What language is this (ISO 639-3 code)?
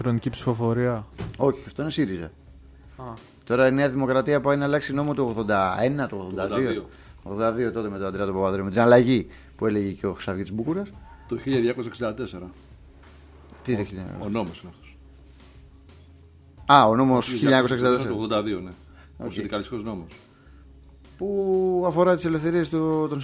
ell